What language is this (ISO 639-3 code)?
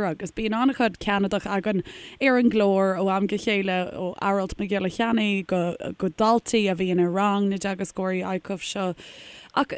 gle